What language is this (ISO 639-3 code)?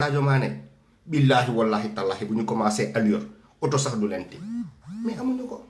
wol